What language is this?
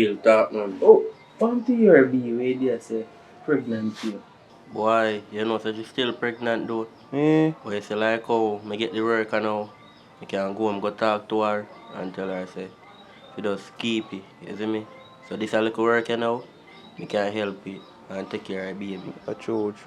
Jamaican Creole English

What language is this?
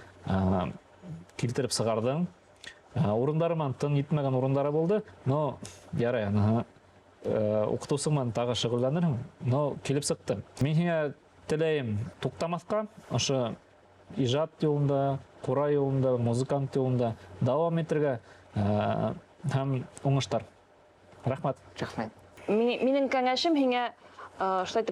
Bashkir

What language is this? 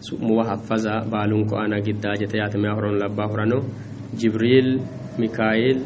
Sidamo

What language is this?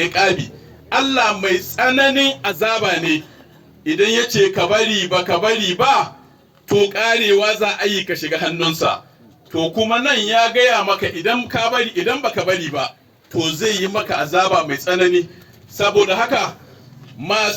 Hausa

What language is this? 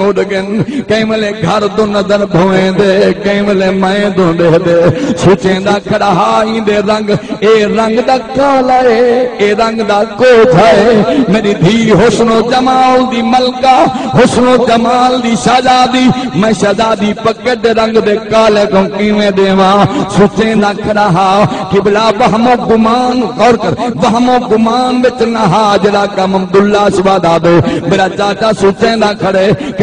Saraiki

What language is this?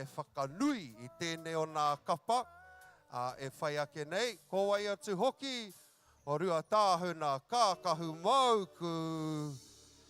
Māori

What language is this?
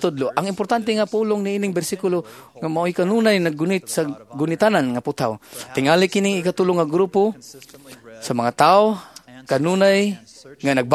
Cebuano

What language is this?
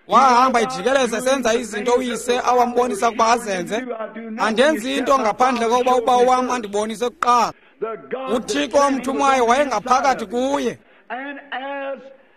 Xhosa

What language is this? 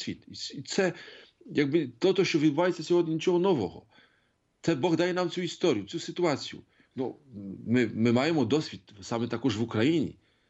Ukrainian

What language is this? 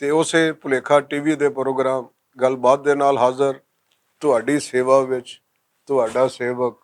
Western Panjabi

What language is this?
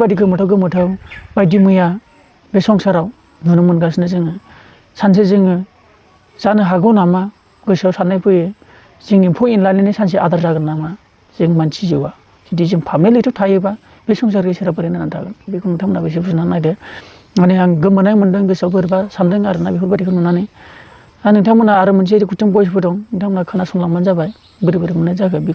Bodo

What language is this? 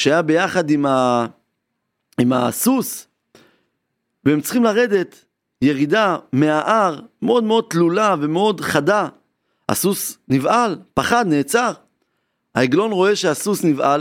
Hebrew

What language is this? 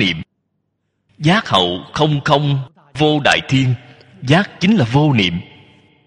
Vietnamese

